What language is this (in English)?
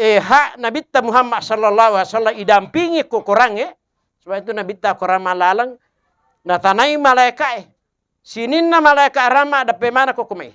Buginese